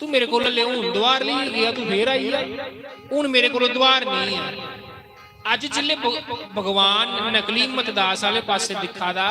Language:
Dogri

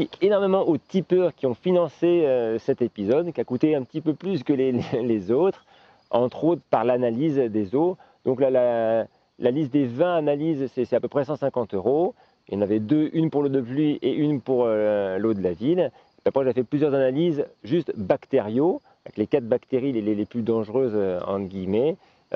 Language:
French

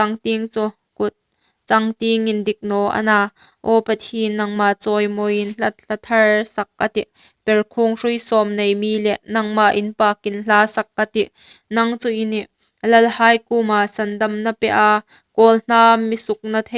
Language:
Hmar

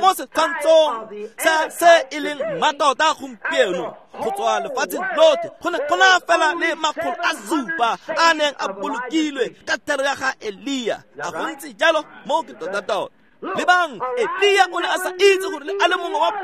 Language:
Tswana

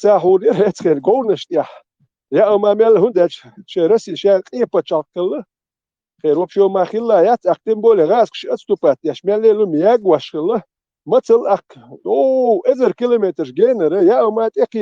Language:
Chechen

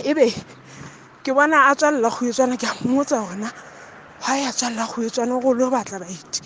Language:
Southern Sotho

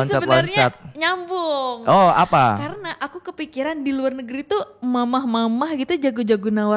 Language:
Indonesian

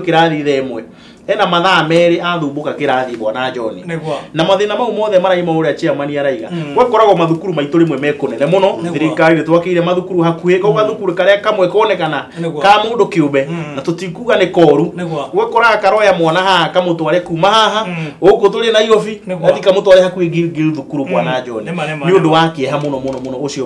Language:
Kikuyu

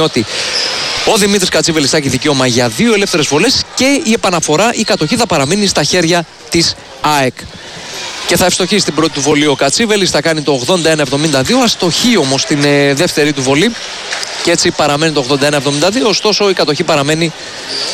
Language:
Greek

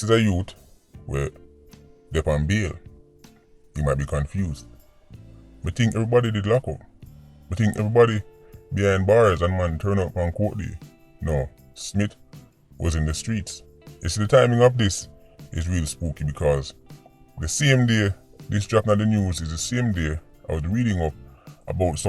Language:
Jamaican Creole English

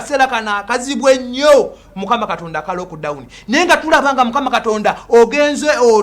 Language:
Ganda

